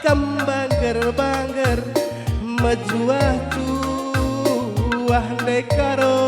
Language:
Batak Karo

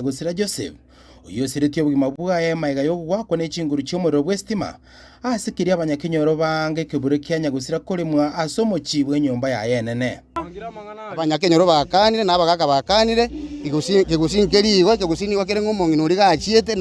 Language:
Gusii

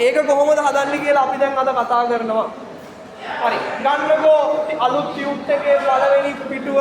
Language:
Sinhala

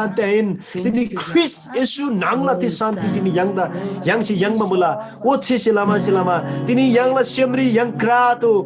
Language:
Eastern Tamang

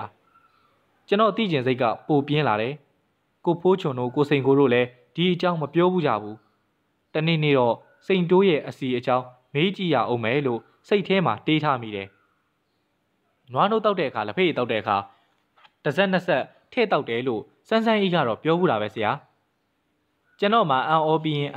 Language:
Burmese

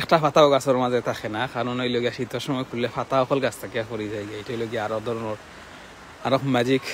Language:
Sylheti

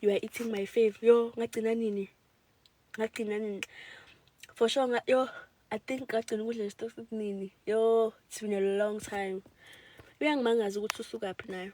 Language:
Zulu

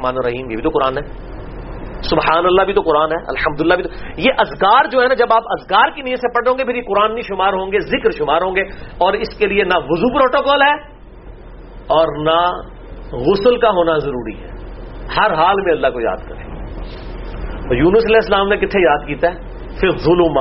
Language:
Urdu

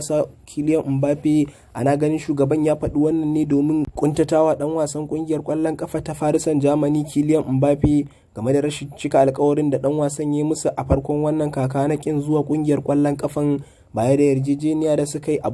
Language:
Hausa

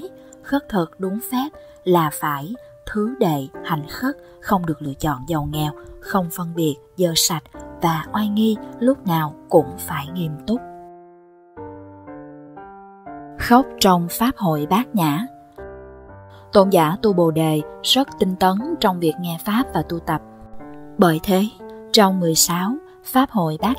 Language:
Vietnamese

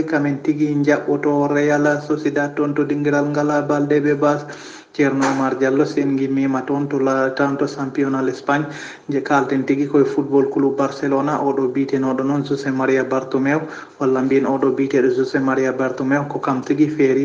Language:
Fula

